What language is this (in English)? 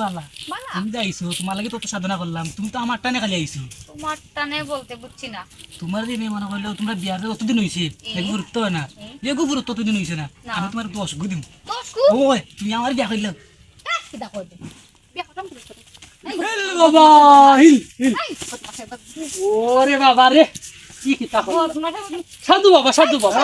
Sylheti